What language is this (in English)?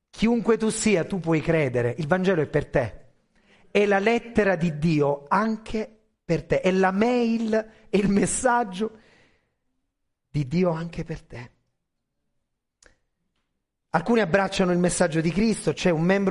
Italian